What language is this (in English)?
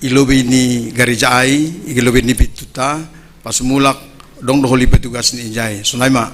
Batak Simalungun